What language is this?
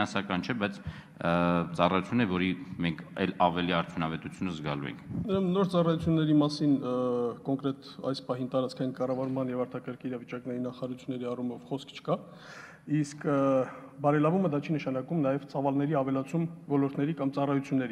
Armenian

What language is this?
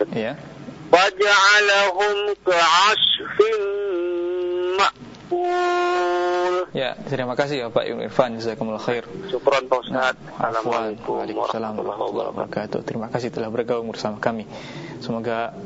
Indonesian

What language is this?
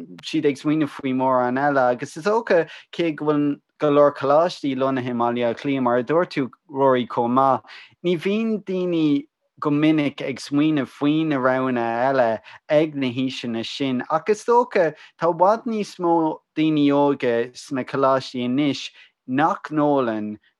Irish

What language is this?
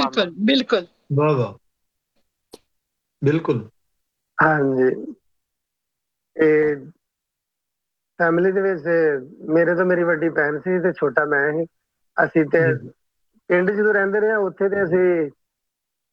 Punjabi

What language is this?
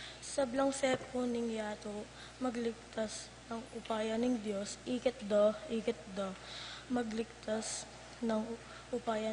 Pampanga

